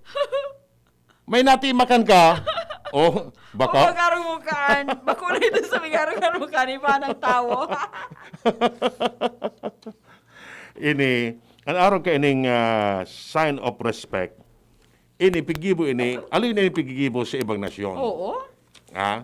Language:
Bikol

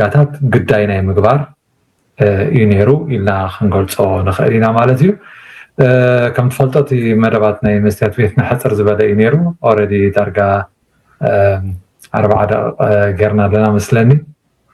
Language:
Tigrinya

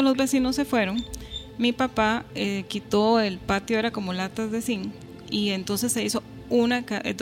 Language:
Spanish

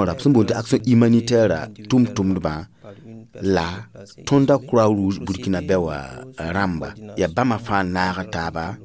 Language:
Mossi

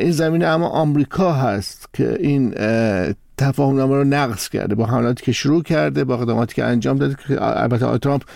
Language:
Persian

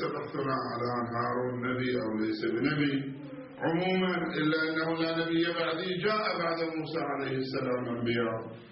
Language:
Arabic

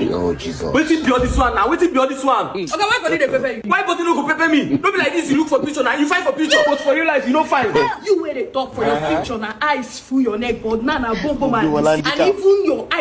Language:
Nigerian Pidgin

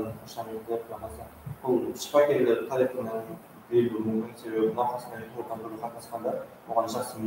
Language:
Kara-Kalpak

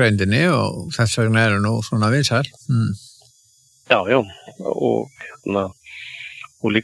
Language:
Icelandic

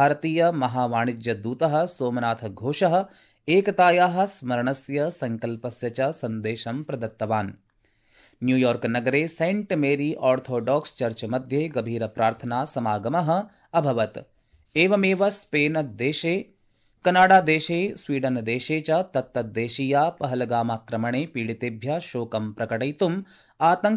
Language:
Sanskrit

